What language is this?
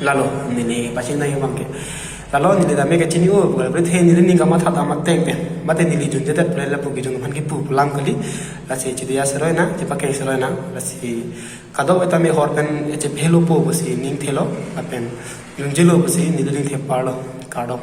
Karbi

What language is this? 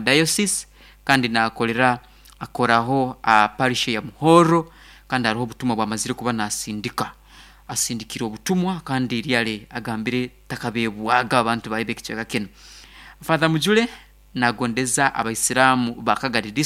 Nyankole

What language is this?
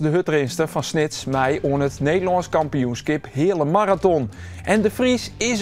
Western Frisian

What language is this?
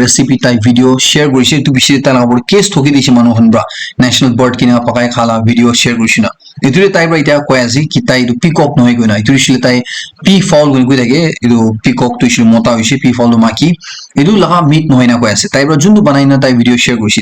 Naga Pidgin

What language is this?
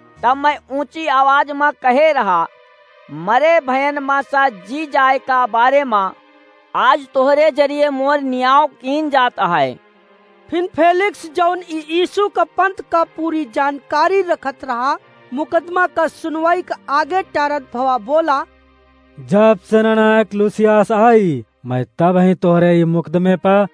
Awadhi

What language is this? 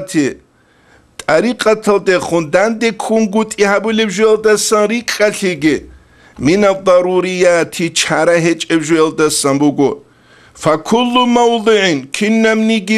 Avaric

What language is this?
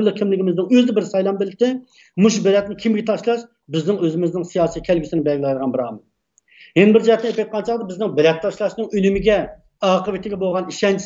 Uyghur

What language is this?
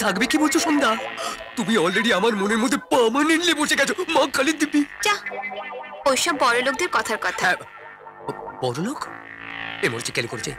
Bangla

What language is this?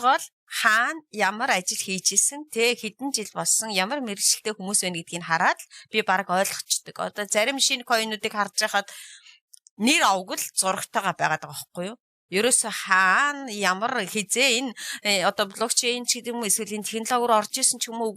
Mongolian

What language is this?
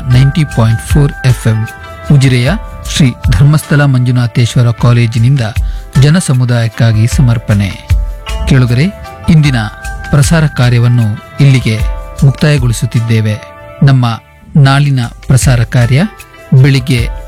Kannada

